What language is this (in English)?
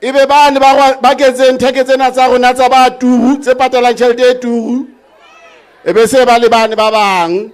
Southern Sotho